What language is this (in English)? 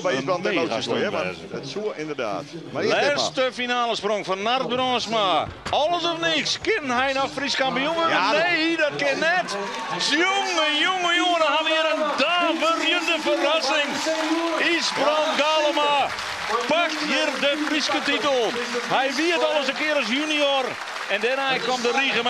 Western Frisian